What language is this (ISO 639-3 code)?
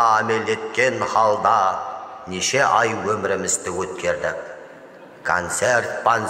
kaa